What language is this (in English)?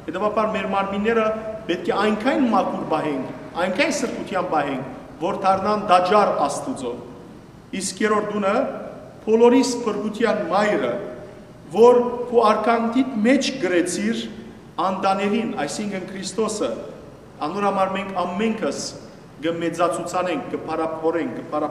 Western Armenian